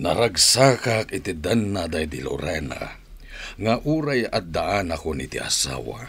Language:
Iloko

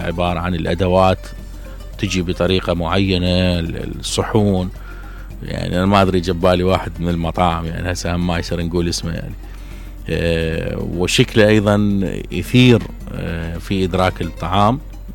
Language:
Mesopotamian Arabic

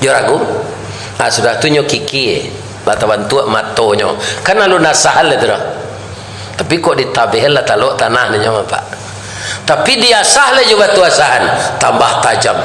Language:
Minangkabau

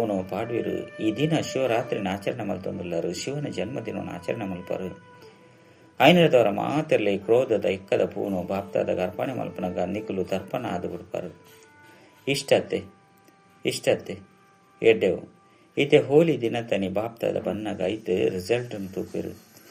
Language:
Tulu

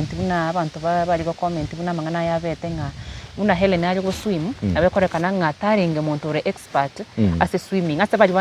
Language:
Gusii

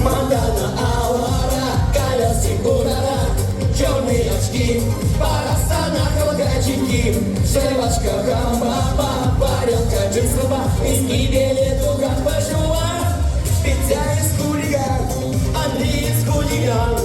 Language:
Chuvash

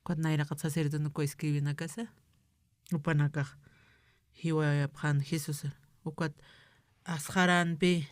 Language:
Aymara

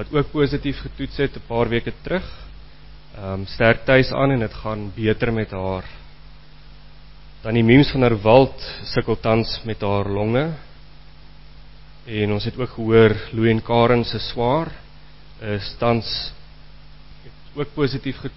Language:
Afrikaans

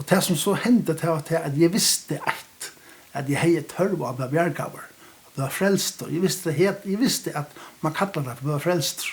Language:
Faroese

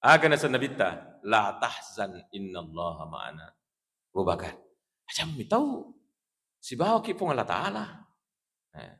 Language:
Buginese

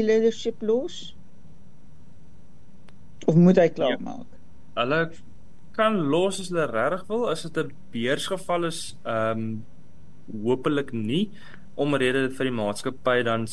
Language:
Afrikaans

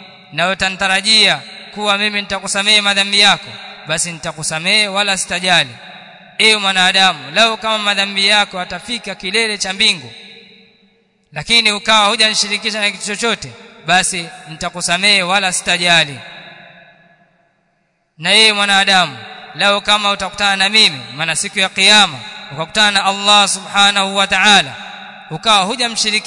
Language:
Swahili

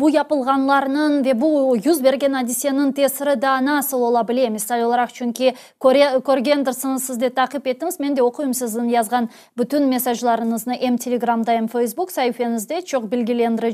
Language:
Crimean Tatar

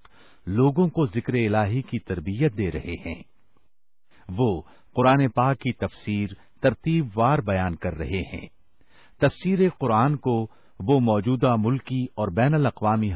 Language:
Urdu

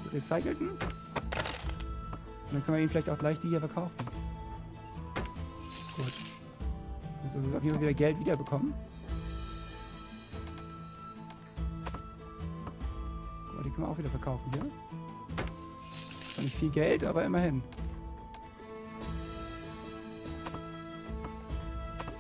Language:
German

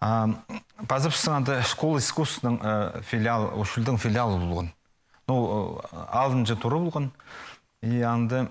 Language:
Khakas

